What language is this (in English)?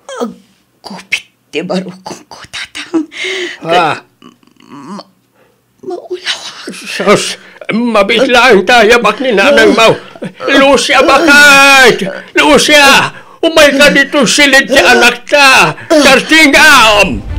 Iloko